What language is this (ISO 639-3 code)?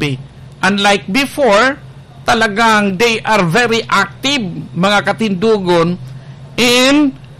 bik